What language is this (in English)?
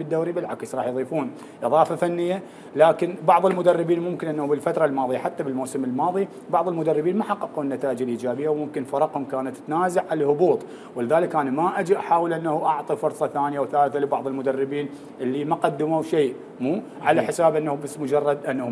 Mesopotamian Arabic